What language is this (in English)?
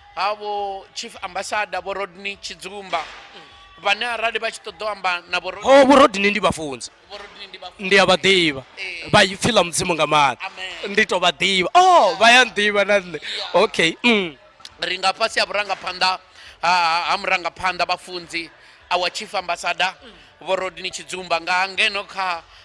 Venda